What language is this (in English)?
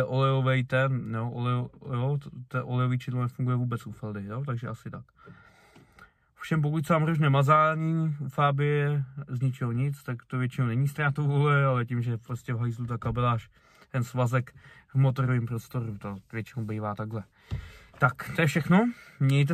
Czech